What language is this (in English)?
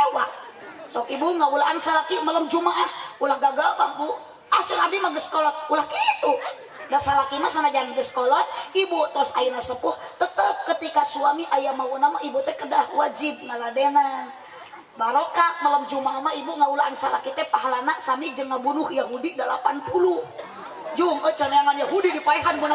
Sundanese